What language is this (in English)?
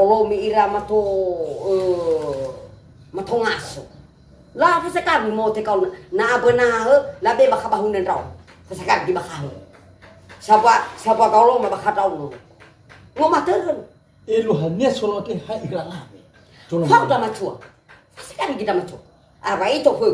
Nias